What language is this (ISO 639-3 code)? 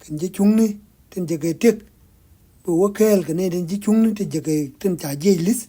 nus